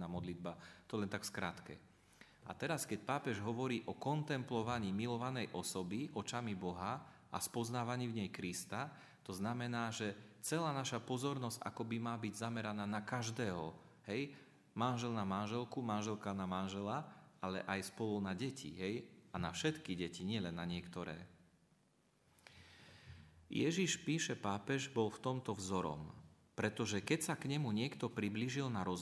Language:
Slovak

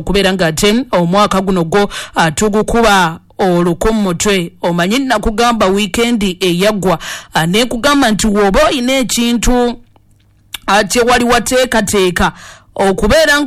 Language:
Ganda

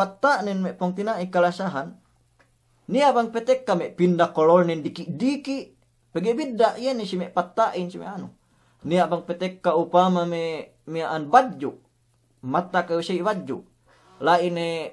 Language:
Yakan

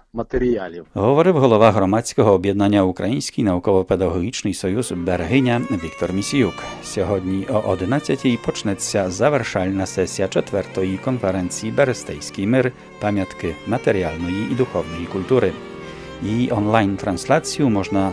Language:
Ukrainian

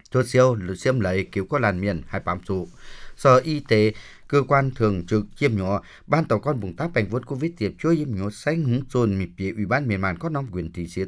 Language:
Vietnamese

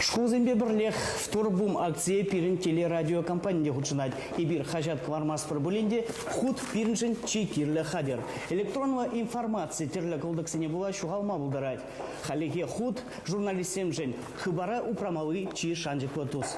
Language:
Chuvash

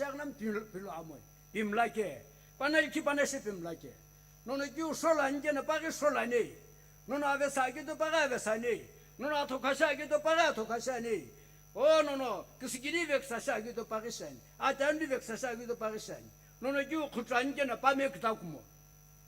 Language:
Sumi Naga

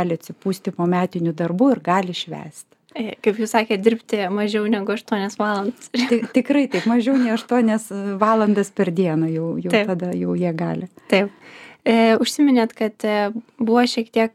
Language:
Lithuanian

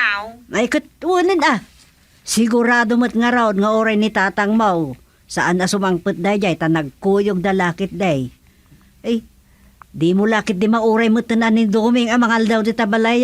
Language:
Iloko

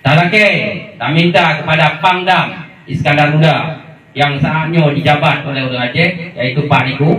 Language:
Achinese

